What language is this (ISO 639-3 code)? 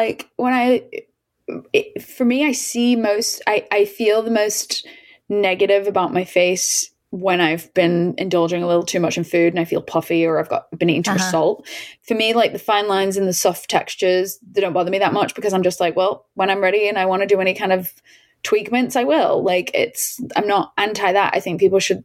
eng